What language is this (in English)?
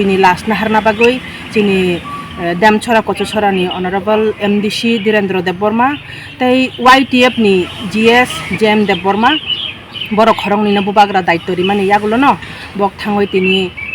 Kok Borok